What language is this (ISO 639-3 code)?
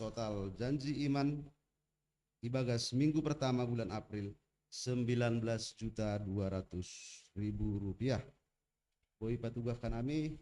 bts